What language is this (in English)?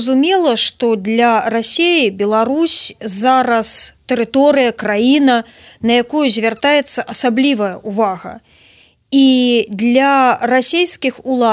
Belarusian